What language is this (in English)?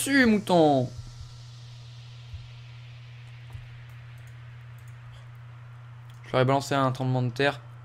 French